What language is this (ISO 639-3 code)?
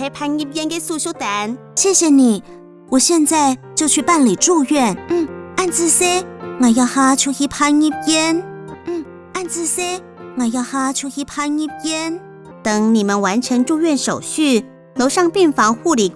hak